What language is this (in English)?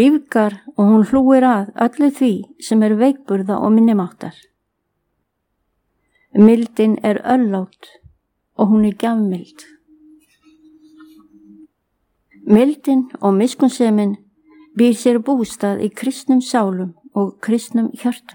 Icelandic